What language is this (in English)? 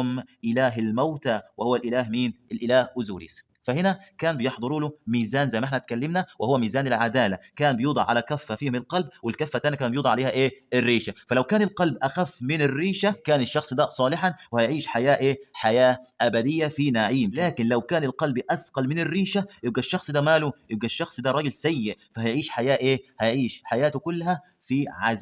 Egyptian Arabic